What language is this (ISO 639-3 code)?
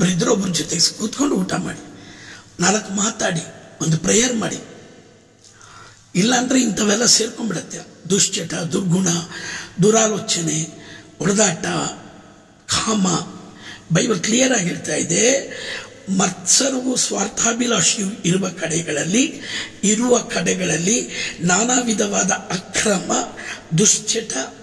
kan